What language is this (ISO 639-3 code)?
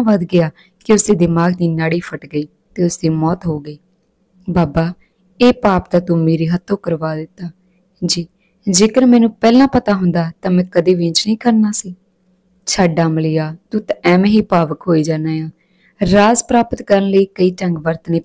pan